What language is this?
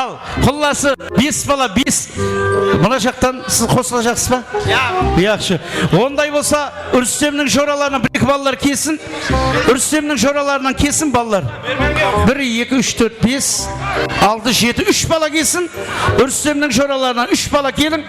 Kara-Kalpak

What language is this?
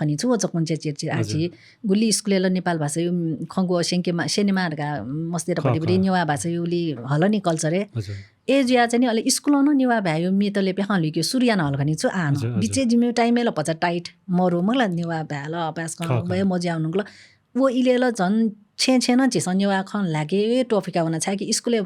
Newari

